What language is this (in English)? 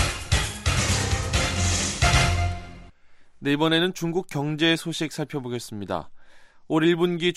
Korean